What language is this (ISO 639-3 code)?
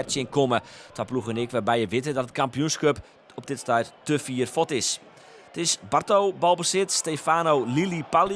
fry